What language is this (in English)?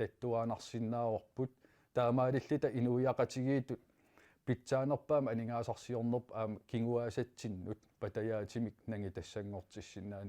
Kalaallisut